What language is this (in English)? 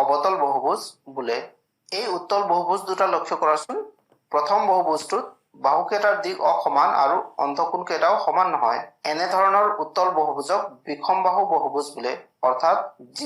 Assamese